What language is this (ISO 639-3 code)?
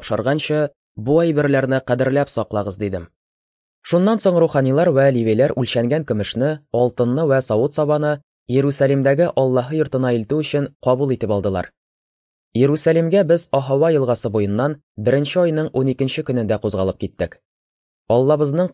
tat